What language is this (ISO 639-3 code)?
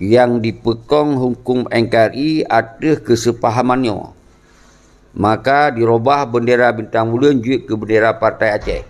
ace